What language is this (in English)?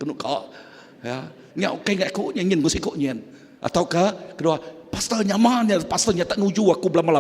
Iban